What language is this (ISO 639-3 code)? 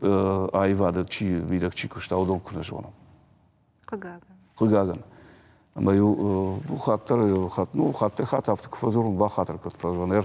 oss